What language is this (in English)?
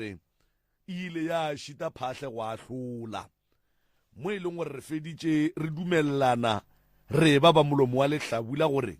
Northern Sotho